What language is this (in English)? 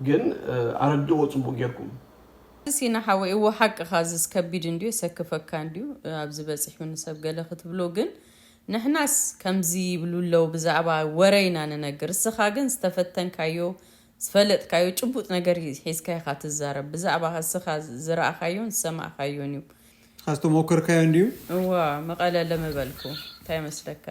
Tigrinya